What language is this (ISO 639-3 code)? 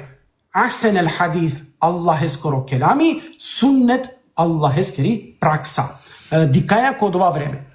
rmn